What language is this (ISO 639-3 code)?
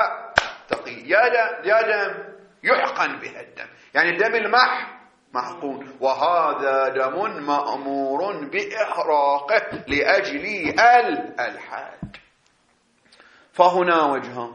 ara